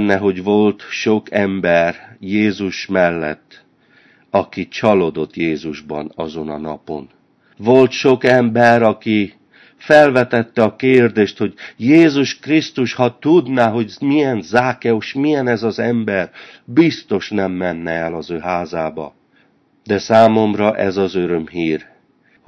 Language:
Hungarian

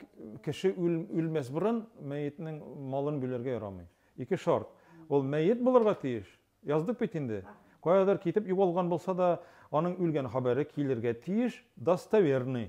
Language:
Tatar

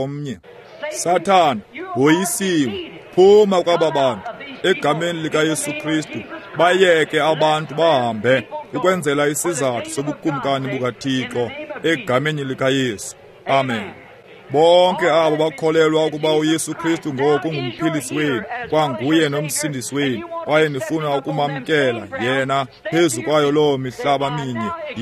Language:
Xhosa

